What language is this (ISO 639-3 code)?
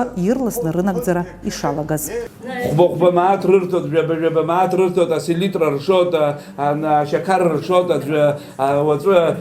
abk